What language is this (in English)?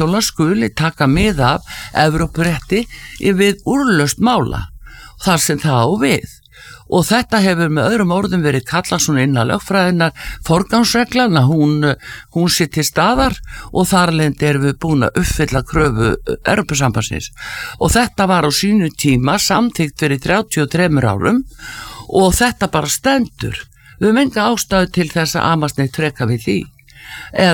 Icelandic